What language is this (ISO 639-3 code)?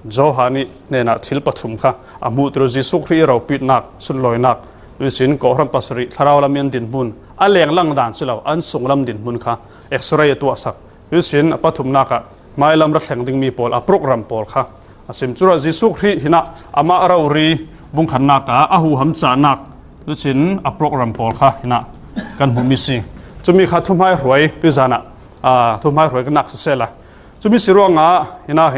cfm